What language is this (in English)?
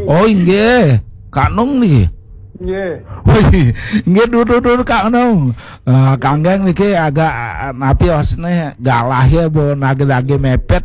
Balinese